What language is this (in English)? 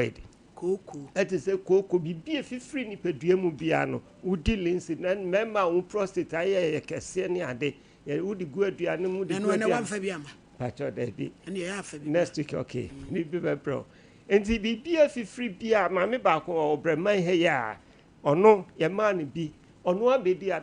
Akan